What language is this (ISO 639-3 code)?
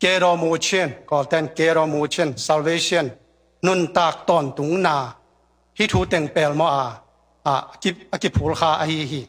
ctd